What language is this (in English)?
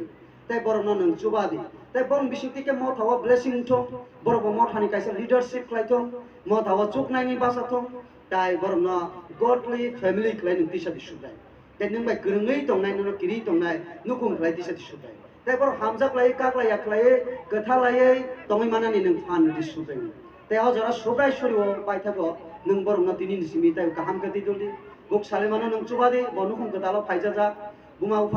Kok Borok